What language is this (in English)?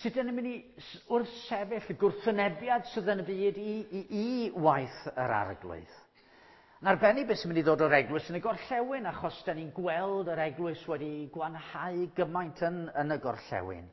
Welsh